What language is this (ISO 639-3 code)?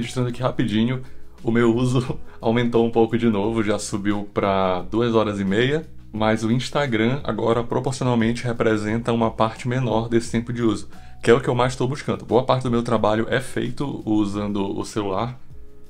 por